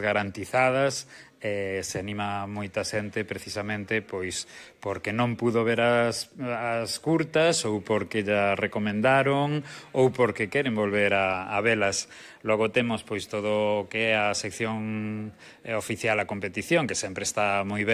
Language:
Galician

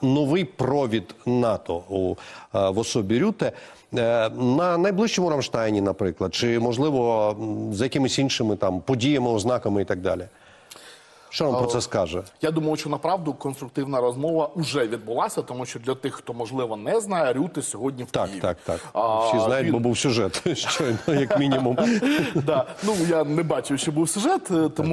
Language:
Ukrainian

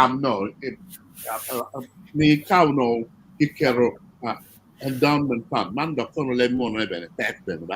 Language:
Acoli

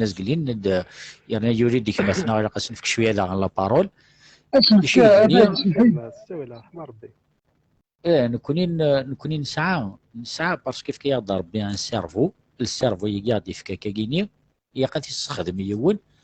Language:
Kabyle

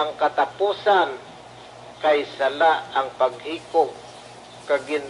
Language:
Hiligaynon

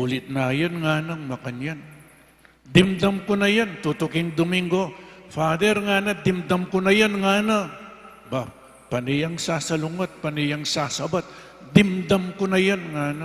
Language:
Pampanga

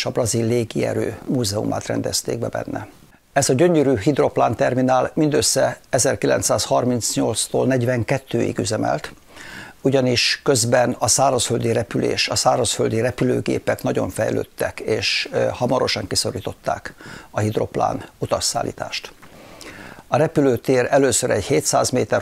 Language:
Hungarian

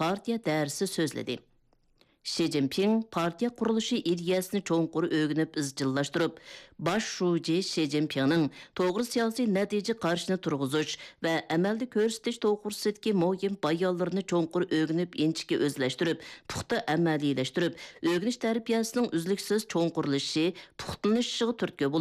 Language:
Uyghur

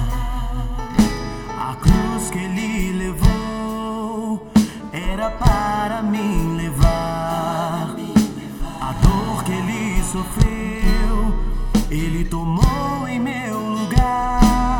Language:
Portuguese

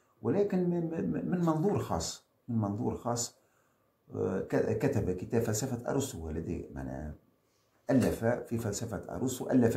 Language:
Arabic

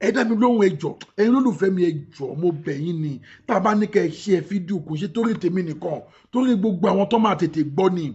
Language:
Yoruba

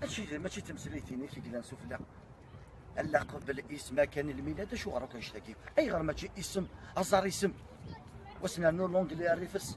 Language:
Kabyle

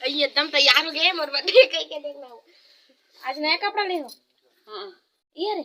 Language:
Chhattisgarhi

